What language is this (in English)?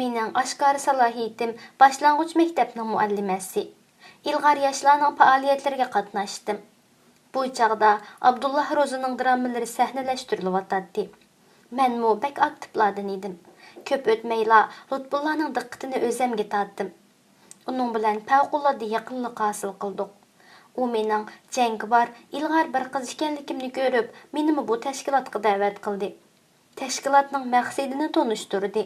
Uyghur